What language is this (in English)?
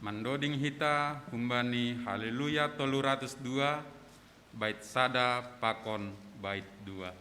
Batak Simalungun